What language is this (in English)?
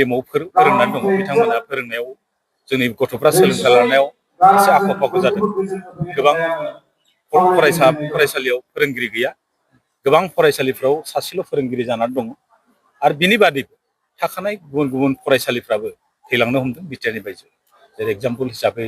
Bodo